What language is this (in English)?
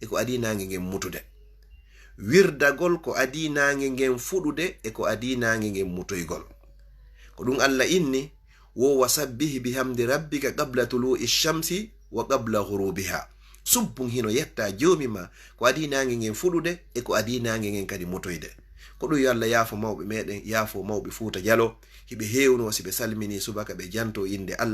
Fula